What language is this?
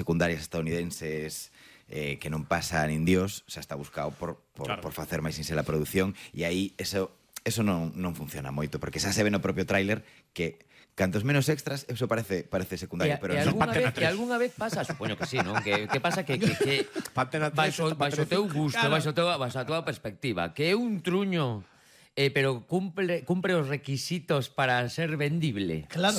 Galician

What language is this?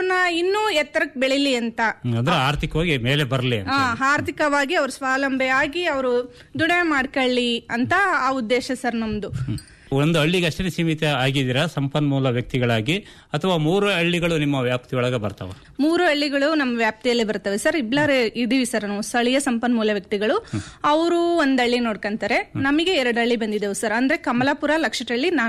Kannada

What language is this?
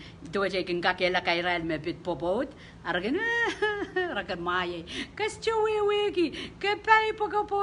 Pohnpeian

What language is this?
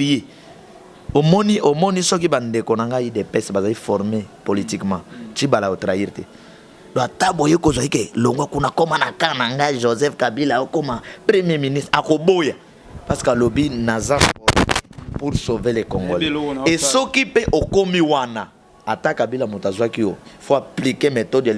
Lingala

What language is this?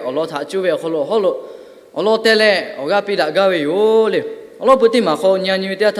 Lahu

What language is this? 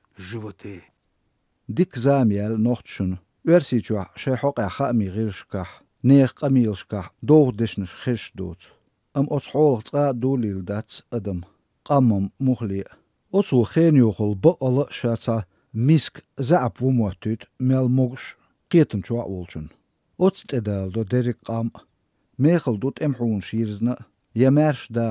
Chechen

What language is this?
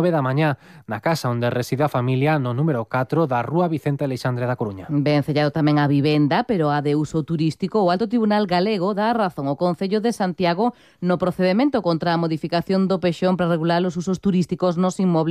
Galician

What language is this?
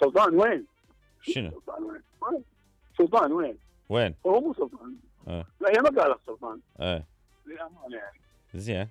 Mesopotamian Arabic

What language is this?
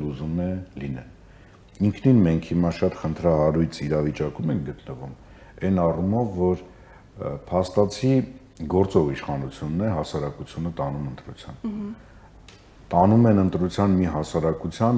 Armenian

